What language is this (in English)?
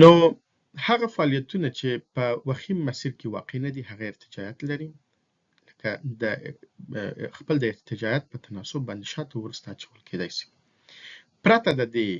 Pashto